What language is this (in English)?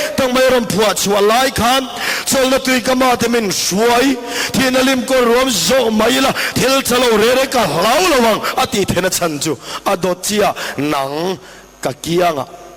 Mizo